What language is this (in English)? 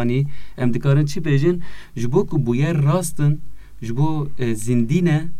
Kurdish